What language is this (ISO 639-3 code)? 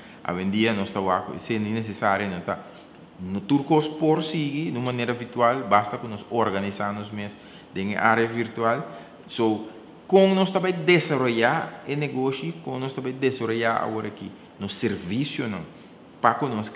pap